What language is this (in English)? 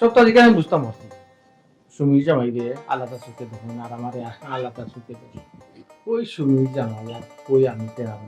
Sylheti